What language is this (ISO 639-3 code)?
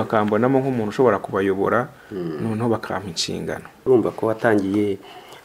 kin